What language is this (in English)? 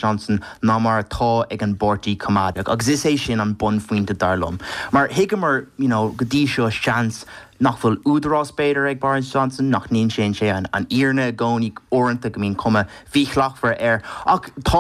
Irish